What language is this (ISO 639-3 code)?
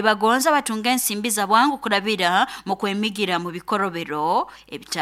nyo